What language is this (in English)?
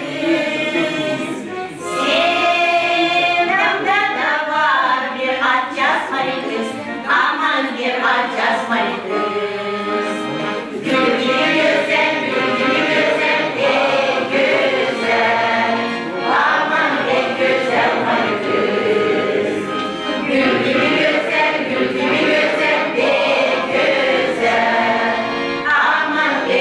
Gagauz